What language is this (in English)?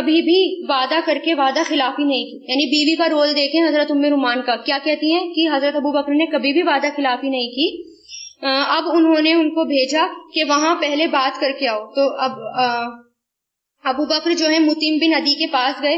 Urdu